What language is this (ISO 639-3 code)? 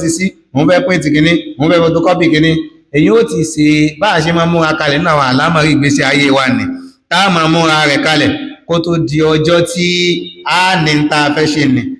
yor